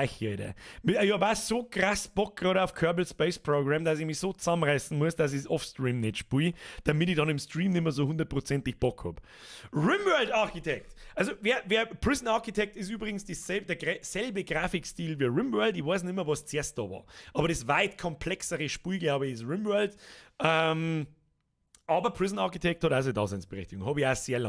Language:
Bavarian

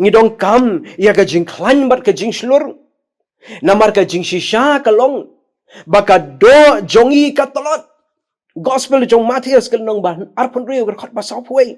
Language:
Khasi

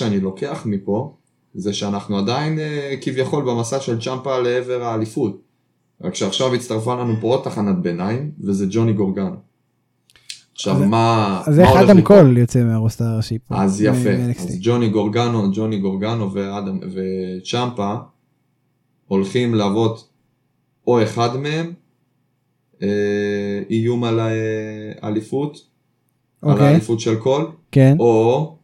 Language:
Hebrew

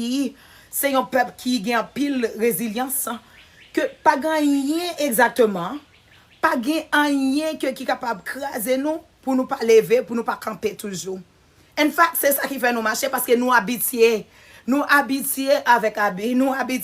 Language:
Haitian Creole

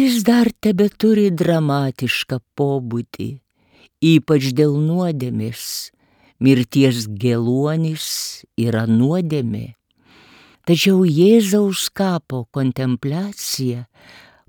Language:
Lithuanian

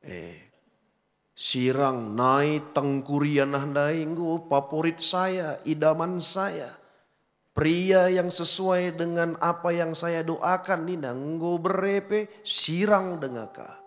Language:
Batak Karo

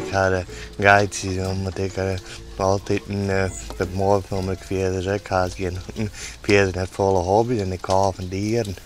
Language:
Western Frisian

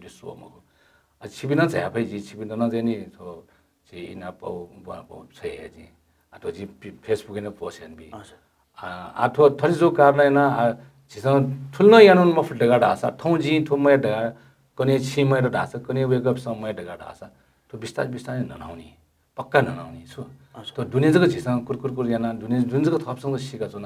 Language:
Newari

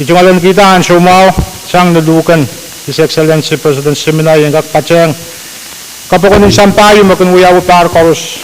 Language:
Pohnpeian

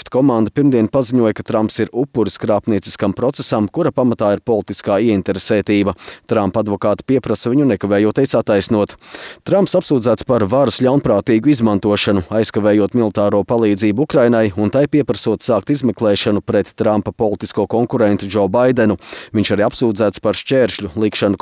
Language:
Latvian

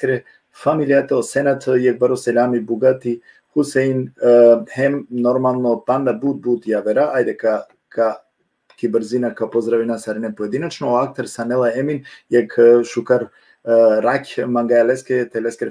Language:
Balkan Romani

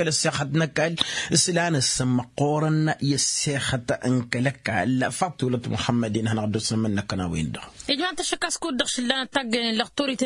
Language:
Tamasheq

